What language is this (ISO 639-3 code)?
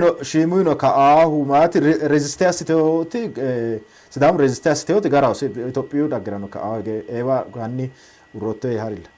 sid